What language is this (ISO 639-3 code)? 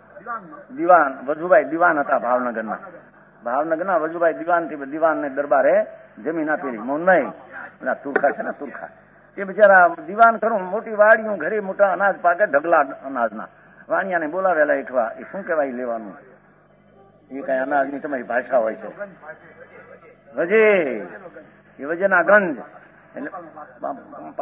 guj